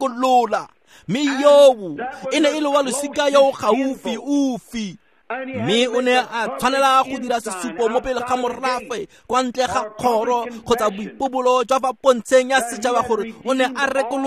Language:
Tswana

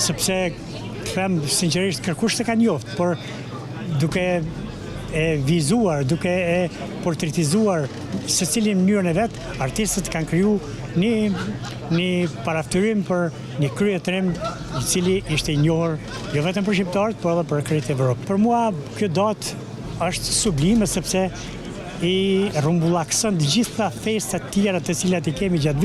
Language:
Albanian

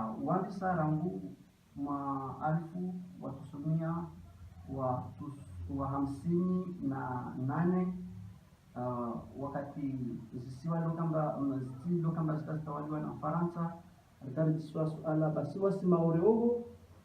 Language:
Ngazidja Comorian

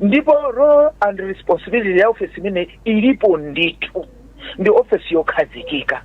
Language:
Nyanja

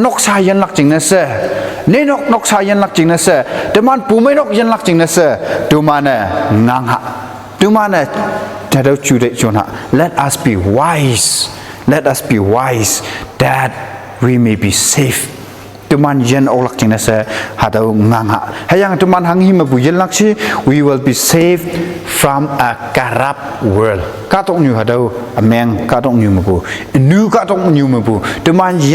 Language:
Konyak Naga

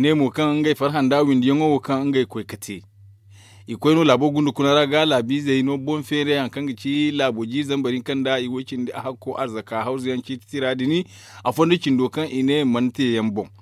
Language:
Zarma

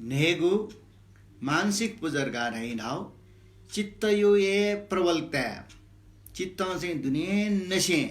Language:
Newari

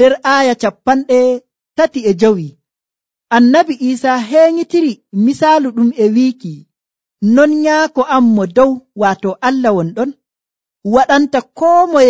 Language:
Nigerian Fulfulde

